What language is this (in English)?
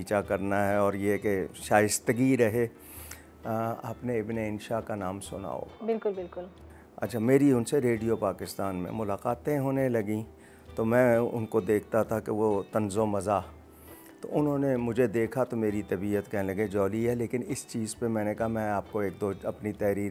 Urdu